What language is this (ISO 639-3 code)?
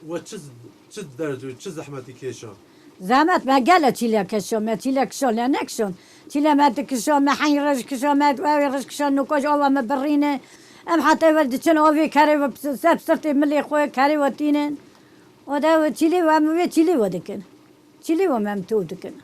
kur